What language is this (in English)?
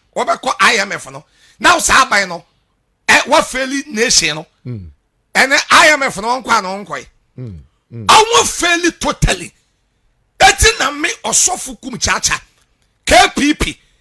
Akan